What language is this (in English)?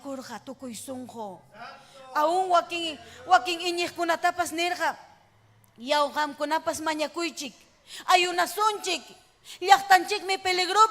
Ayacucho Quechua